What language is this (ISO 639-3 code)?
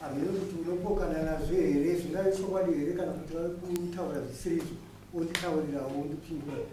sna